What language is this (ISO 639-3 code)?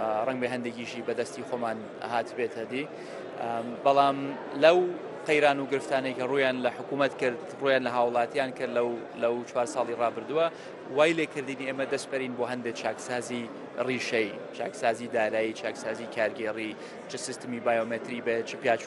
ckb